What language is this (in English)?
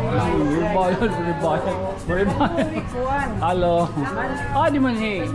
Waray